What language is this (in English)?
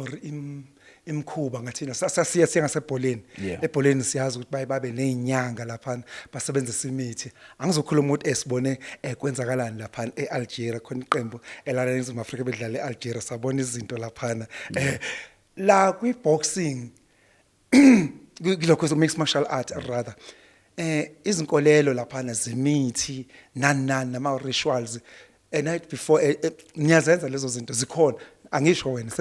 Zulu